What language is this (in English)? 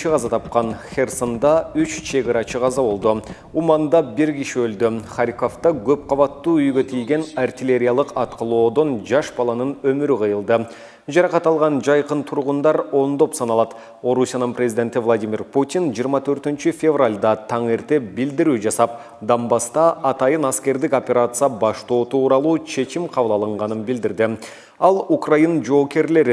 Kyrgyz